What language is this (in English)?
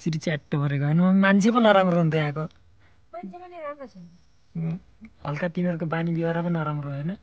Nepali